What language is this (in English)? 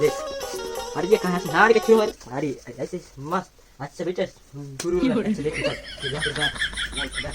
Chhattisgarhi